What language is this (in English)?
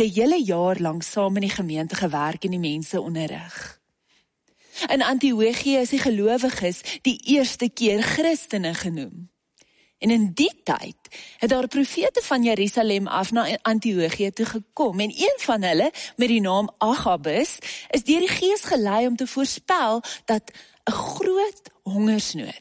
Afrikaans